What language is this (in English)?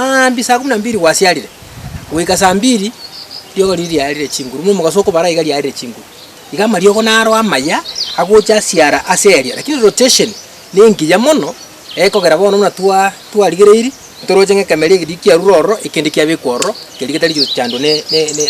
Gusii